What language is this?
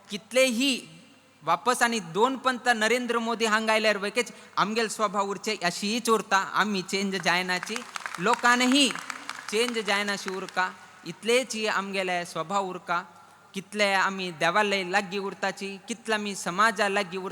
Konkani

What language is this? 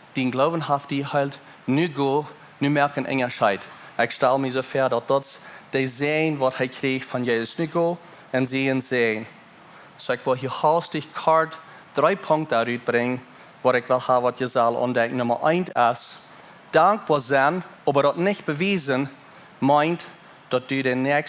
Plautdietsch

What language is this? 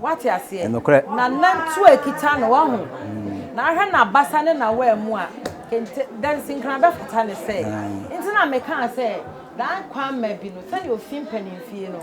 Akan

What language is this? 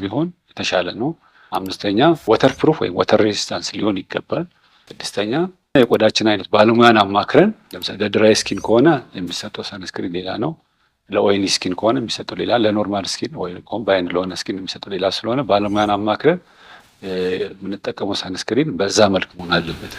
Amharic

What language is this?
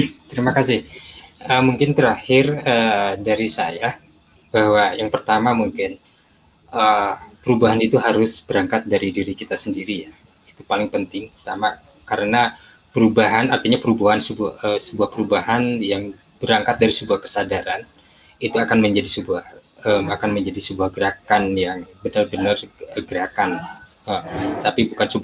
Indonesian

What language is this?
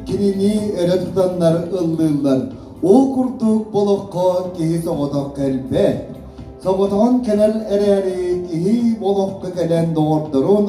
Yakut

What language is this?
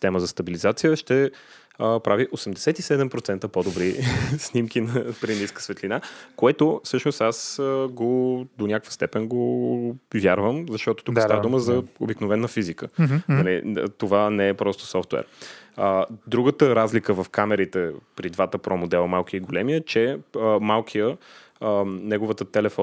Bulgarian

